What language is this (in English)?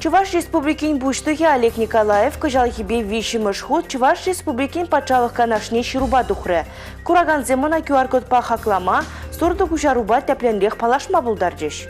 Chuvash